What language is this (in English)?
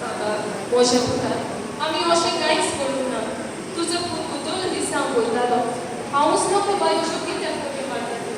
Konkani